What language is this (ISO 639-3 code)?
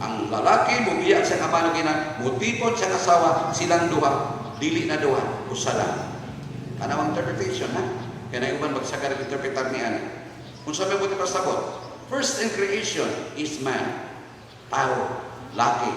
ceb